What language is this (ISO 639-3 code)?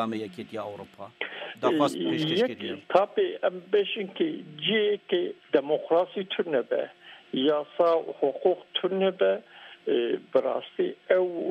kur